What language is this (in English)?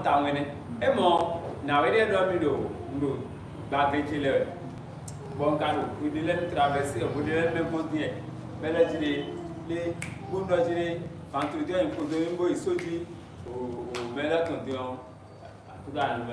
Fon